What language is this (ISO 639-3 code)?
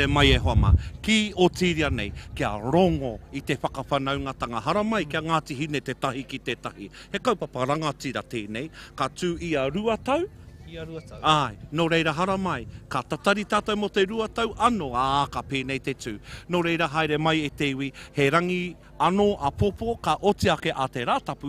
mri